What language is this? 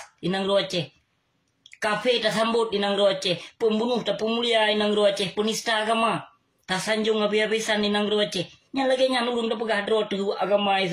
Achinese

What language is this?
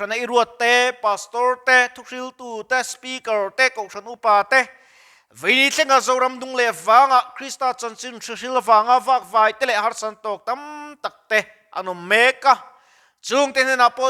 Mizo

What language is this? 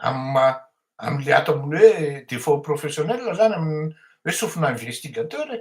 Malagasy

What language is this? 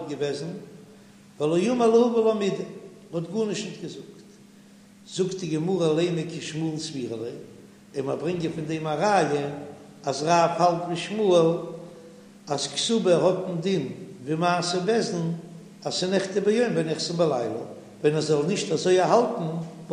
Yiddish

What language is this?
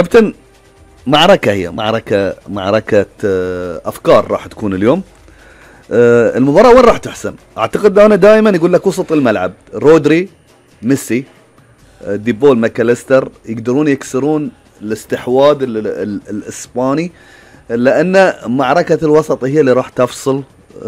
Gulf Arabic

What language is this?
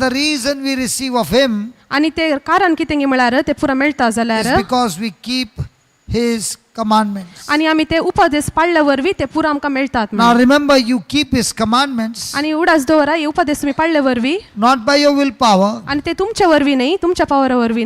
Konkani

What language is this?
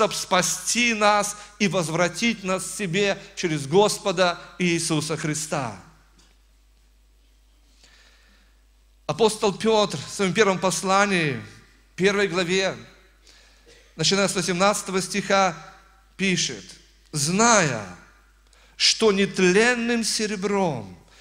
Russian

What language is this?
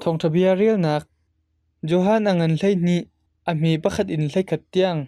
Hakha Chin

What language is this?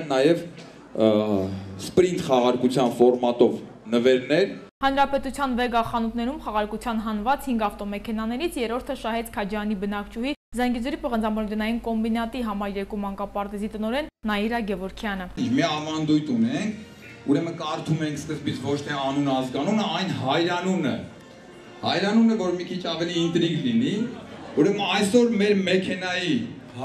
Armenian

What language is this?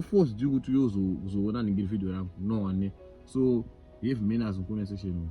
Shona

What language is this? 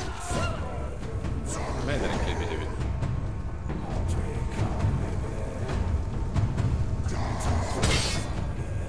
Estonian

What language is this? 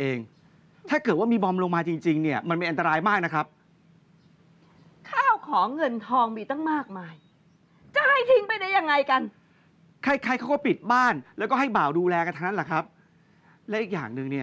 Thai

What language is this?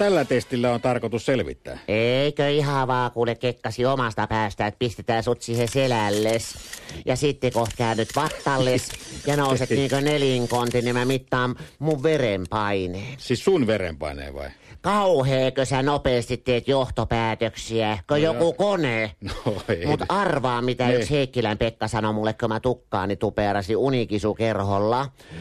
Finnish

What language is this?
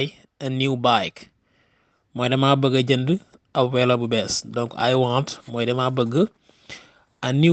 Wolof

